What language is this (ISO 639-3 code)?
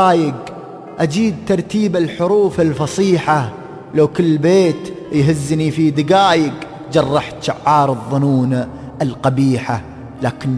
afb